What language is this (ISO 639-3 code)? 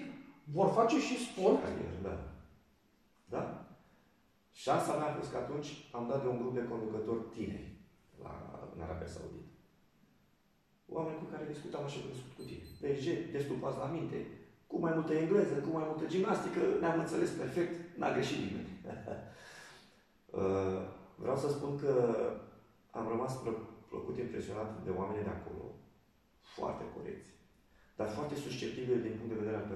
ron